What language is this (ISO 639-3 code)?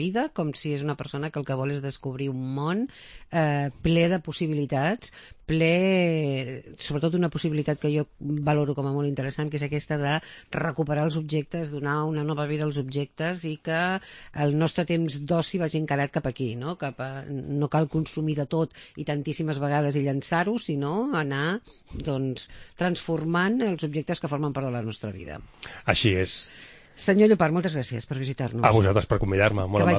cat